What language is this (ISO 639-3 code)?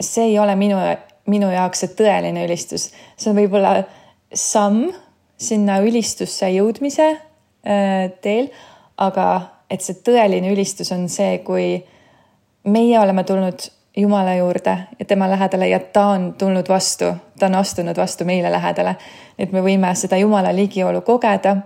est